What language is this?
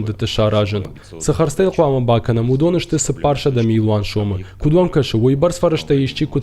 Ossetic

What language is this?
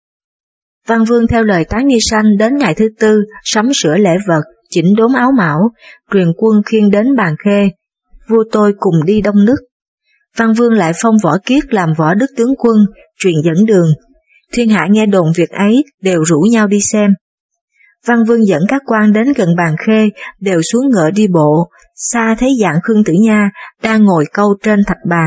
Vietnamese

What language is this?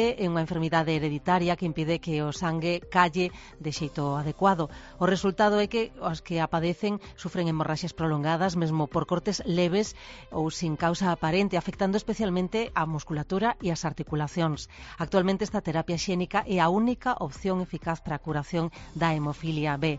Galician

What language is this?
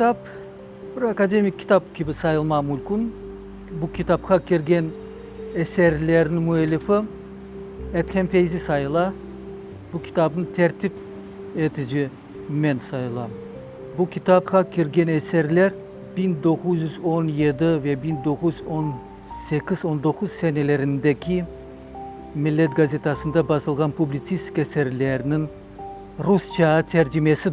Crimean Tatar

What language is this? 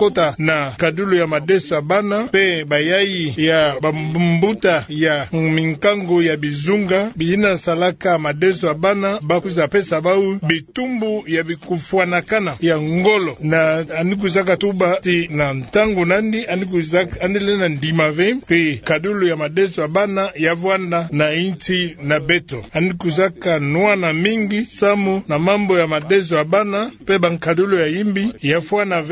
Kituba (Democratic Republic of Congo)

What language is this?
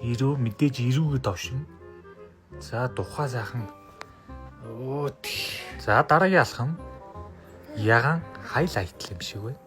Mongolian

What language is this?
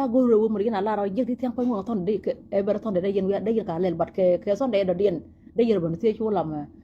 Nuer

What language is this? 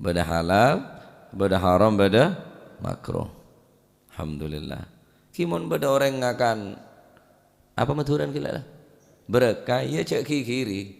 Madurese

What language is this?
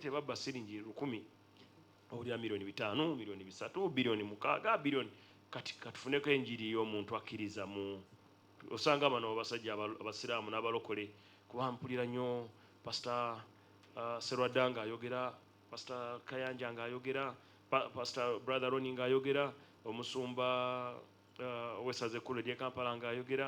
Ganda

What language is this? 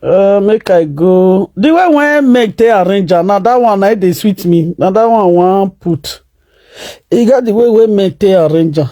Nigerian Pidgin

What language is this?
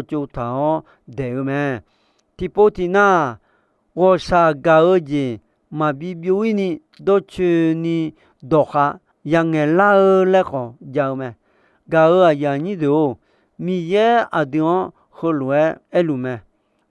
Akha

